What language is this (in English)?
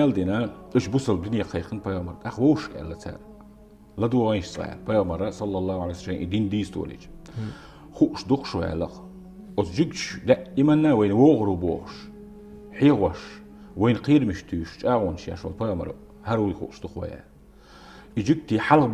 Chechen